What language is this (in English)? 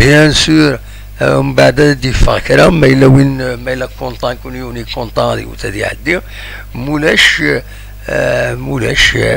Kabyle